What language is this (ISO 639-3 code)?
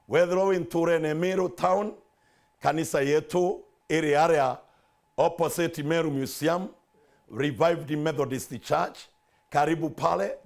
mer